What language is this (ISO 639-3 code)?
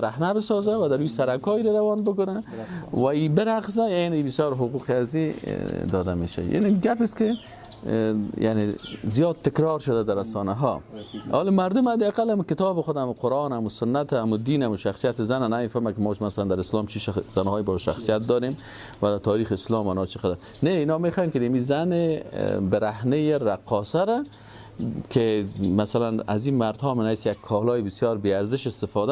fas